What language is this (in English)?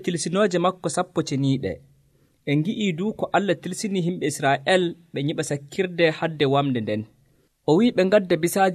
Nigerian Fulfulde